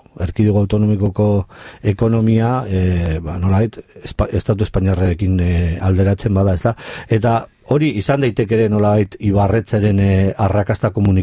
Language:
Basque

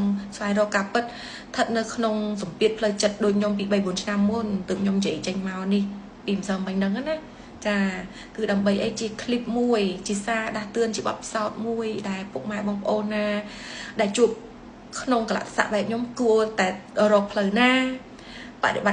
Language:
Khmer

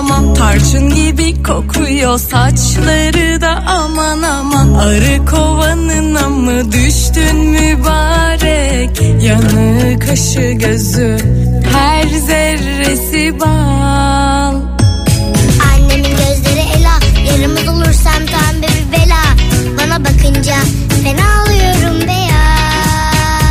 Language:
Turkish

